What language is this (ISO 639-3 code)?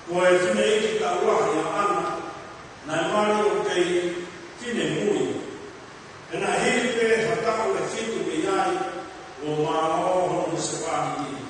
ton